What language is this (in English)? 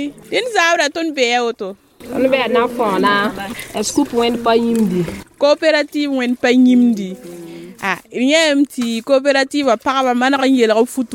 Mossi